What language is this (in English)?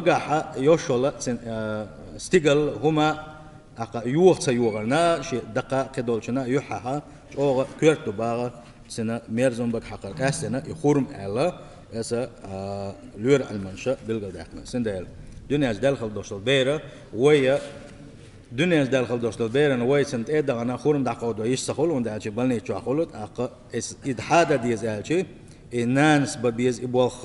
Chechen